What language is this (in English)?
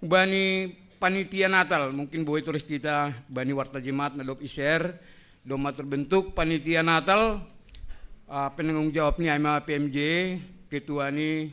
Batak Simalungun